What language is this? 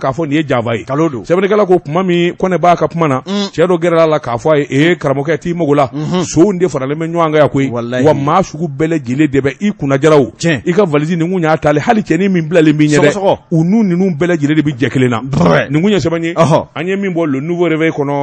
Bambara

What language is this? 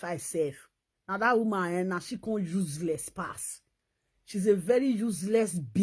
Nigerian Pidgin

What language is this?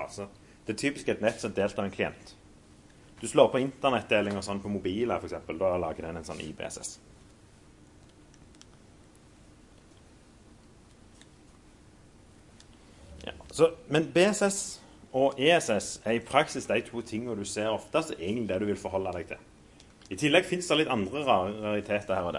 Norwegian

